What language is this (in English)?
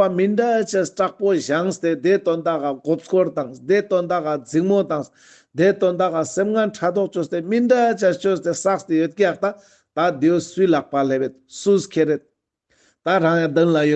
Ladakhi